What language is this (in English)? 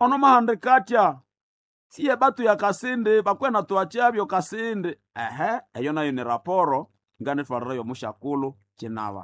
Nande